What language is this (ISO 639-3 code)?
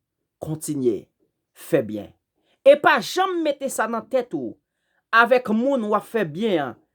hat